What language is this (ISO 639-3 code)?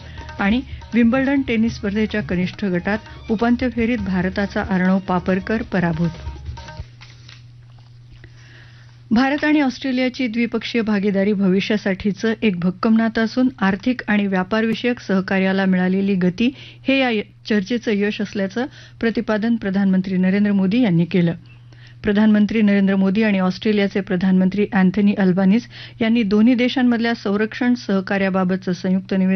mar